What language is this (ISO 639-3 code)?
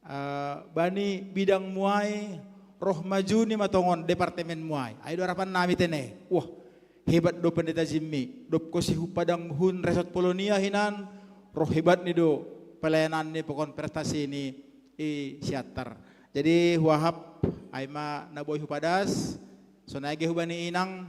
bts